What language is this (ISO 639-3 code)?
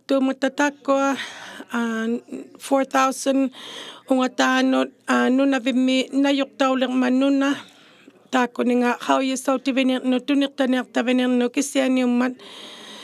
iku